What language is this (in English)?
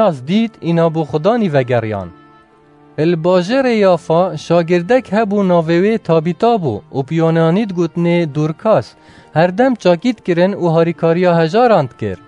Kurdish